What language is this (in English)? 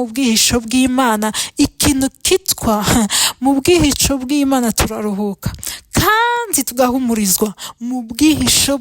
Kinyarwanda